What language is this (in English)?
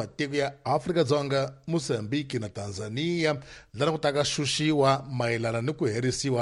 Tsonga